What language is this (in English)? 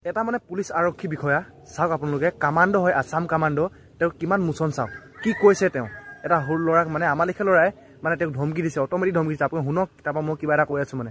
Assamese